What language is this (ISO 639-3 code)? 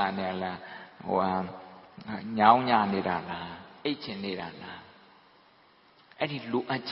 mya